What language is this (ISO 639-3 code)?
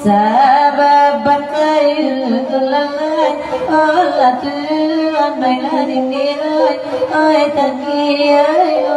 min